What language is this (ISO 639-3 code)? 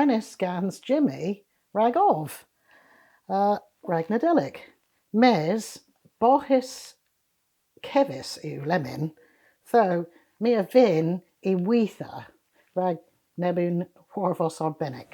cor